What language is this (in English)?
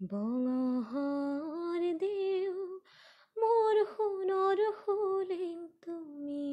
Assamese